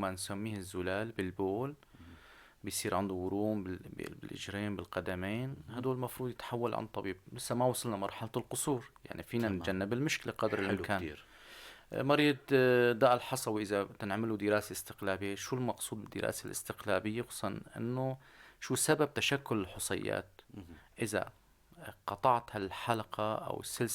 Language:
North Levantine Arabic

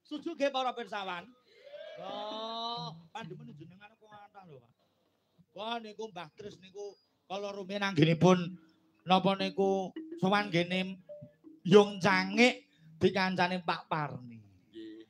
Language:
Javanese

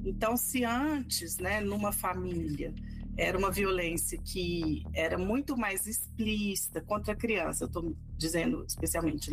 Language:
Portuguese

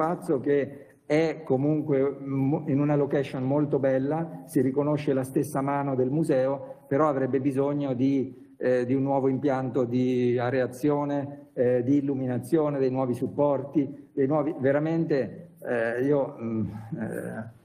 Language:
Italian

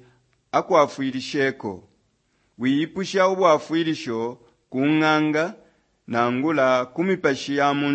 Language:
Bemba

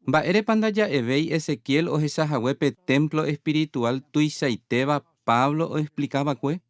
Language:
Guarani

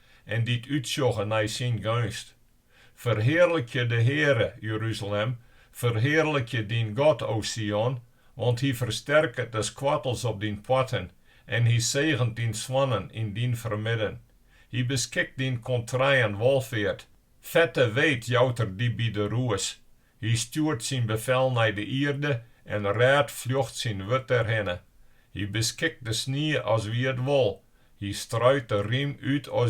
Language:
Western Frisian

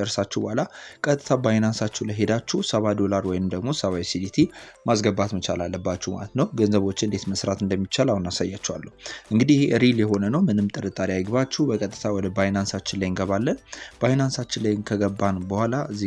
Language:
Amharic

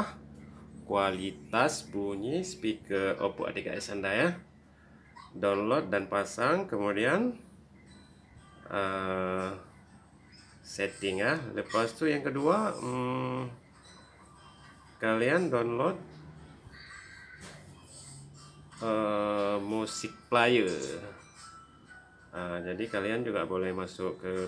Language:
Indonesian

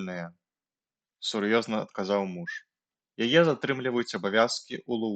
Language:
Belarusian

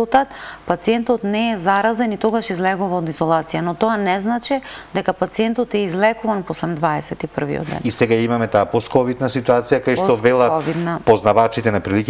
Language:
Macedonian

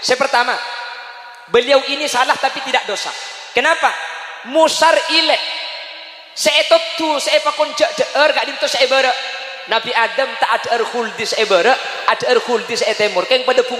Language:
Madurese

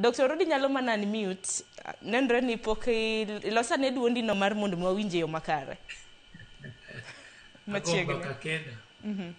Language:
Luo (Kenya and Tanzania)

